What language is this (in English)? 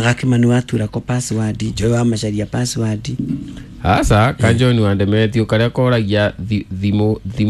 Kikuyu